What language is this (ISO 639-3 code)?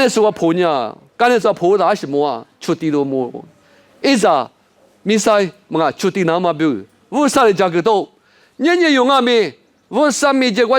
lis